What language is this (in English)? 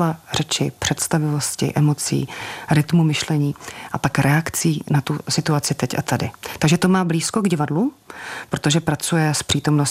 Czech